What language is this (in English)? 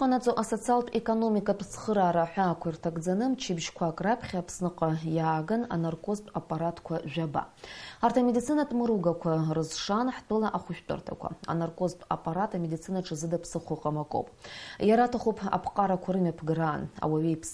Abkhazian